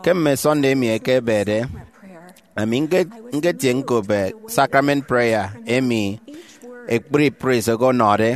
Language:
Efik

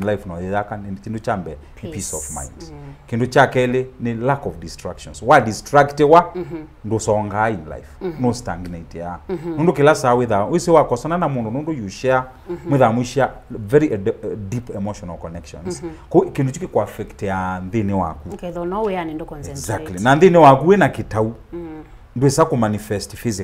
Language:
Kamba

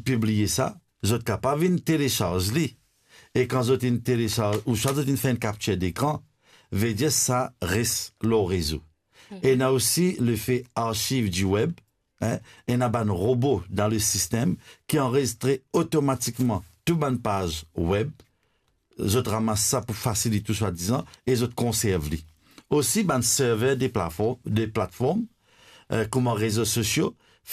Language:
Morisyen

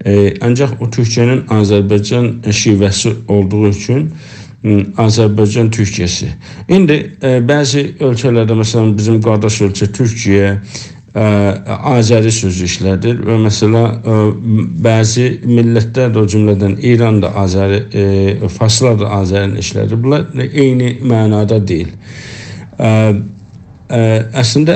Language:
South Azerbaijani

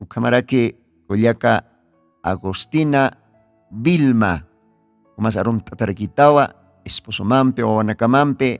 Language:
Aymara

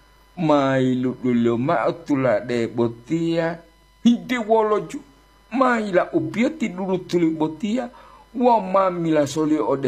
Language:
Gorontalo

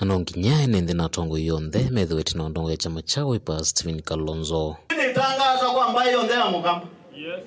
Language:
Kamba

